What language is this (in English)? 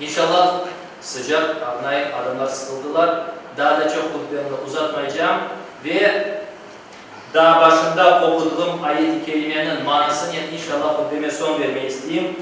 Crimean Tatar